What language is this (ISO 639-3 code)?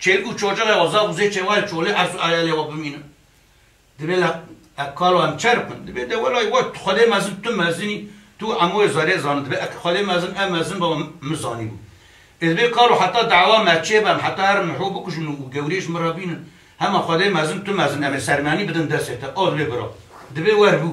kur